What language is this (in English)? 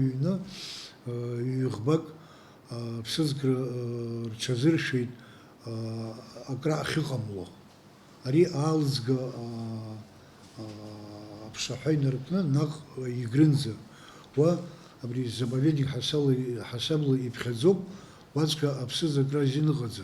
Abkhazian